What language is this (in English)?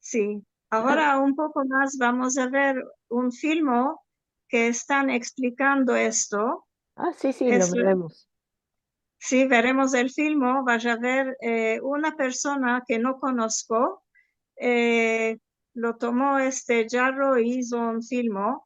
Ladino